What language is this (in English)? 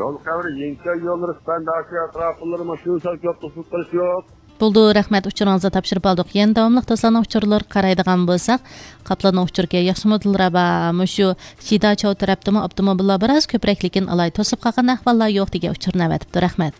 Uyghur